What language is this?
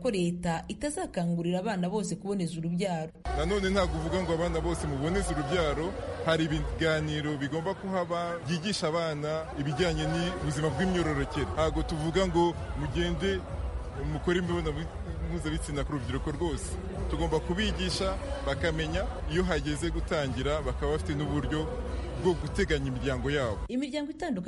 Kinyarwanda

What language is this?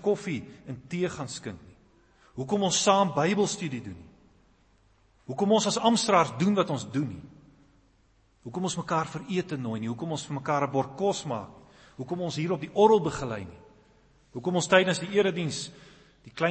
Afrikaans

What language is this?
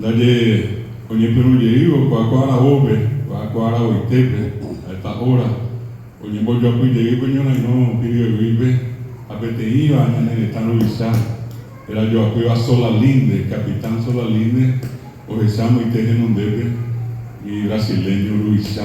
Guarani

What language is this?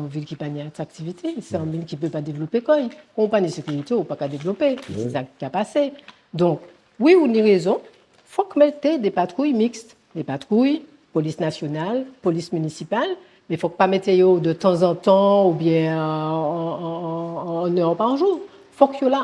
Guadeloupean Creole French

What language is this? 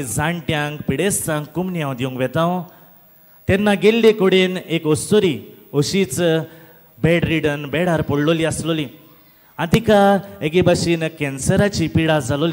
Konkani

